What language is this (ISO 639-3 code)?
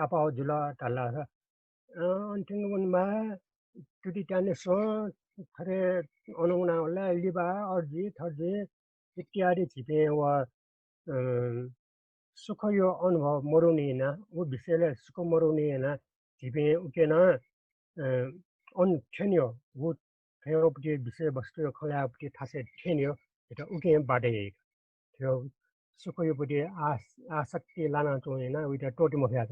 new